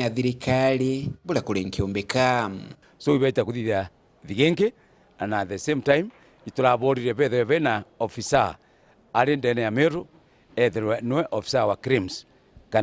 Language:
Meru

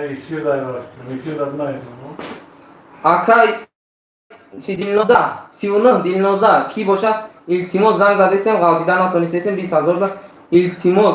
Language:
Tajik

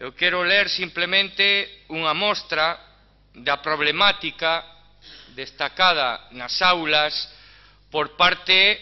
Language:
Galician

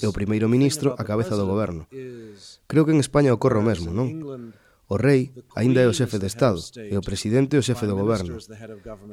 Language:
Galician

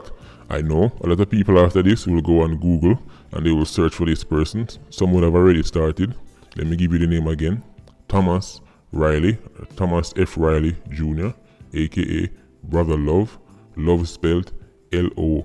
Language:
Jamaican Creole English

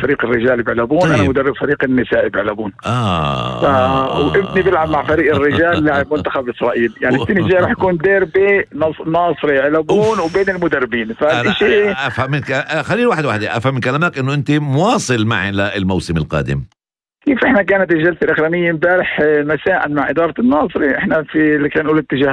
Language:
North Levantine Arabic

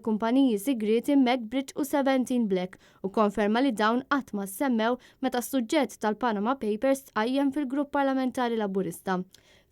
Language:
Maltese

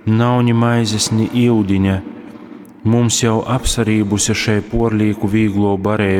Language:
Latgalian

